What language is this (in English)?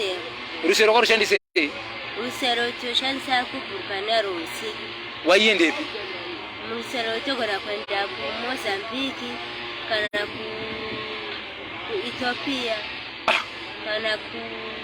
Shona